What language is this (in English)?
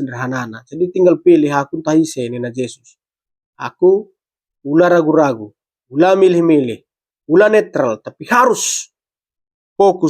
Batak Karo